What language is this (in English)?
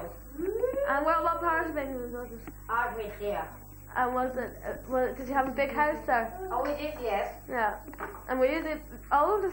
English